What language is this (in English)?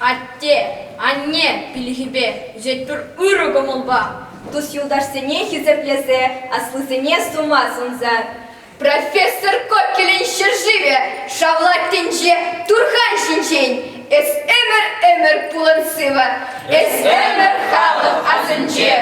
Chuvash